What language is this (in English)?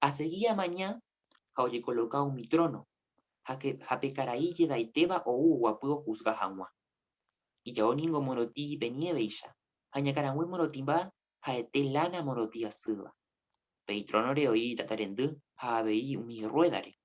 Guarani